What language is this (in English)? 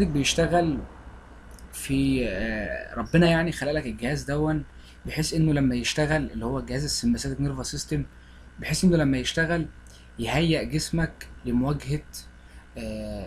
Egyptian Arabic